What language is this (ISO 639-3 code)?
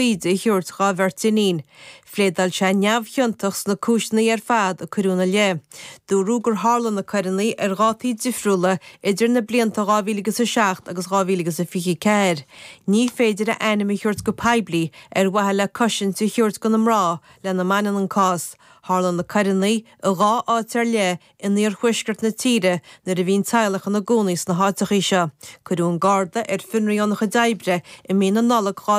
gle